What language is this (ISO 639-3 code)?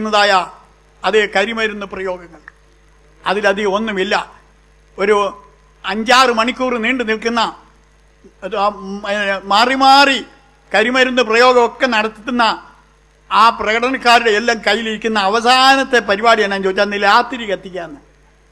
mal